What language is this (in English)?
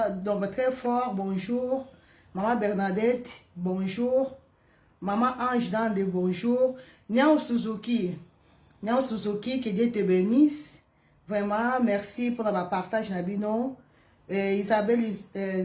Lingala